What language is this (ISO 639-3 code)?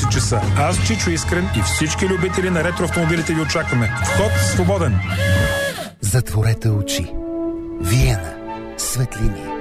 bul